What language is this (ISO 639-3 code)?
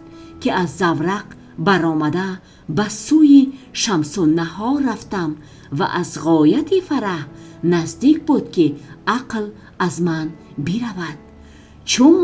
tgk